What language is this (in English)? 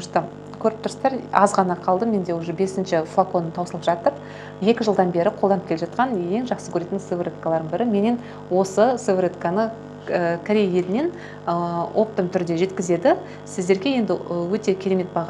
Kazakh